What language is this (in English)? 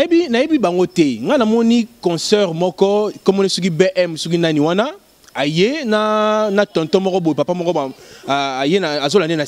Lingala